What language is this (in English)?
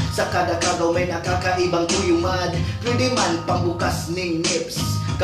Bikol